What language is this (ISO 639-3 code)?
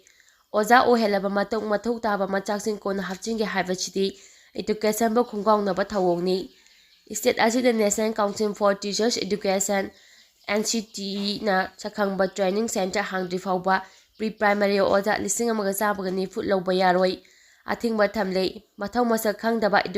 mni